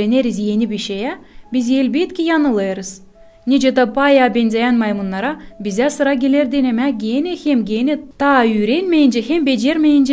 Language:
Gagauz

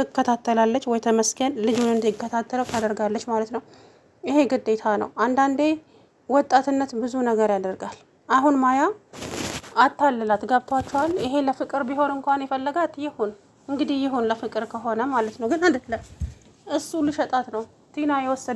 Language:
Amharic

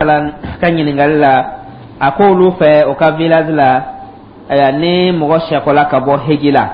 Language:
Dyula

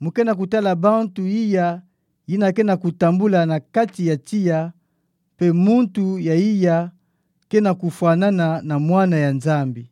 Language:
Kituba (Democratic Republic of Congo)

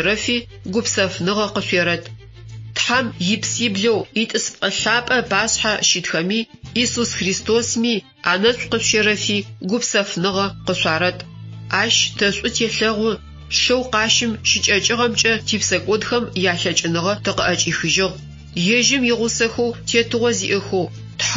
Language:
Adyghe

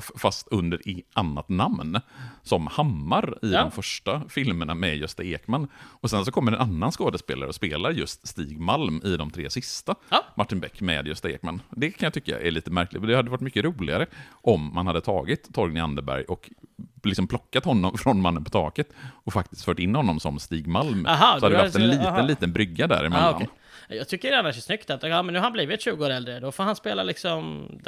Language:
Swedish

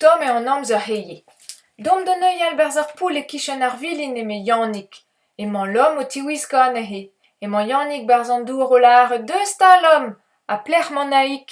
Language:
Breton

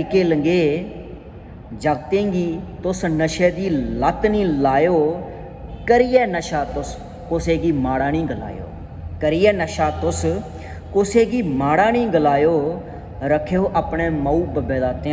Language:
Dogri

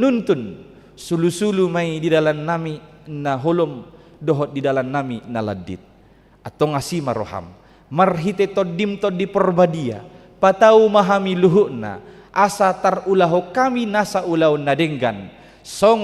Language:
Batak Toba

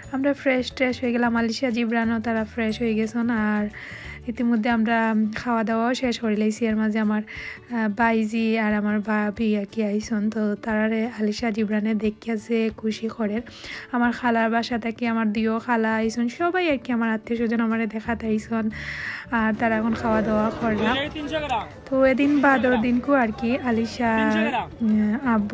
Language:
Sylheti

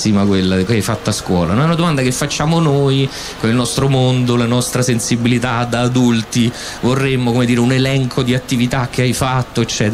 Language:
Italian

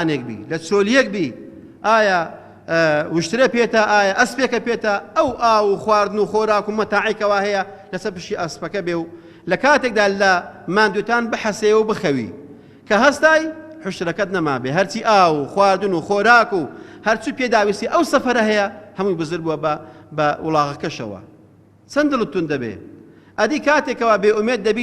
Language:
Central Kurdish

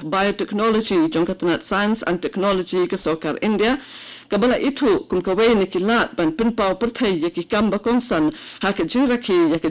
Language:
Khasi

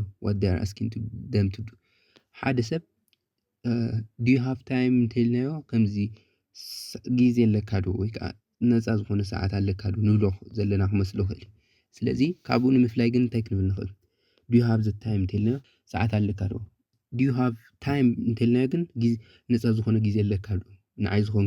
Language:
Tigrinya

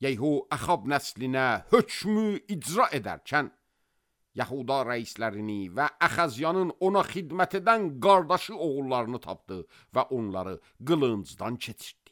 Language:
Azerbaijani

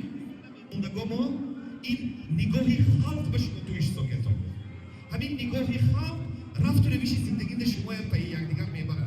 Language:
Tajik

